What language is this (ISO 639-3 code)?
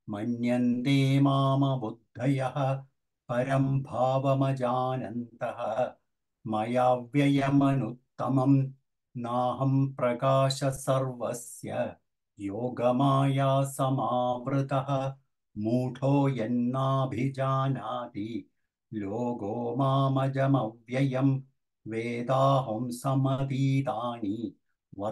san